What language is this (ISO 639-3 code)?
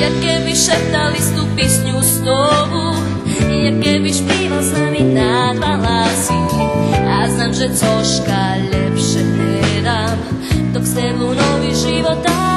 rue